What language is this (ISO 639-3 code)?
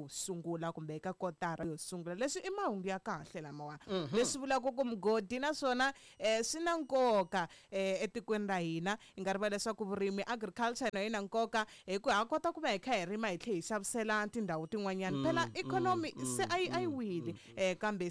tso